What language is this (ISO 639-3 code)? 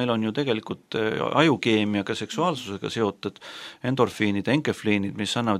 est